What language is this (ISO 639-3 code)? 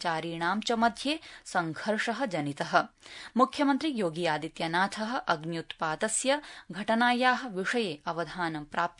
san